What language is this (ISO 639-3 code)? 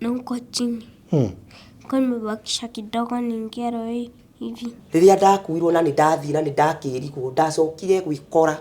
kik